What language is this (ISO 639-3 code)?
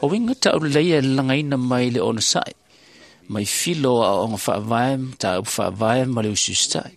smo